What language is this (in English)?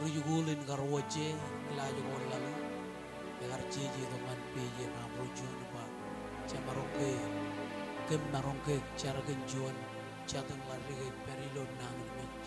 Marshallese